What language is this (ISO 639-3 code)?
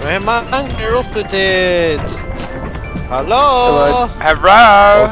fao